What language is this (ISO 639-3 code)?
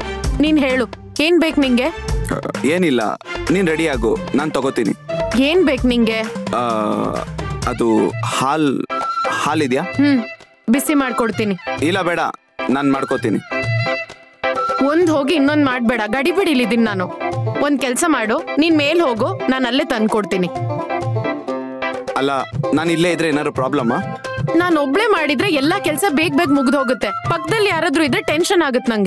kan